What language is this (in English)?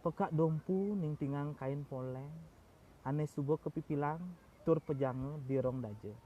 Balinese